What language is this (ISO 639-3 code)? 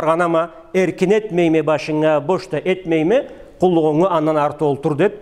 krc